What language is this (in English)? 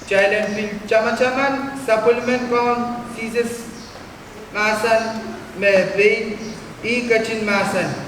Pohnpeian